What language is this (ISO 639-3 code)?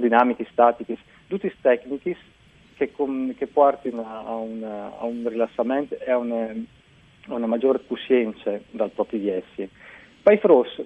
fur